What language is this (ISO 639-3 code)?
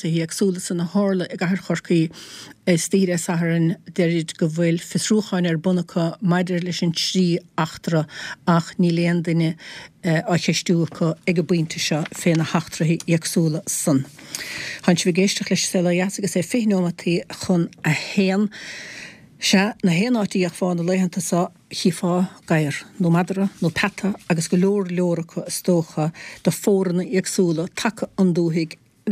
gle